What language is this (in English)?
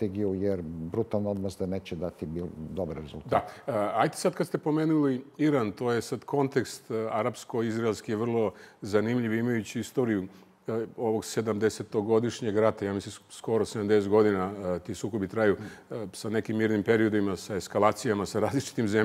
Serbian